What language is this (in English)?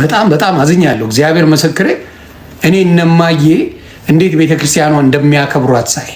Amharic